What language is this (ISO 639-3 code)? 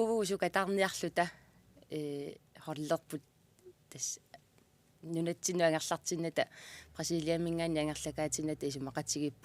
kal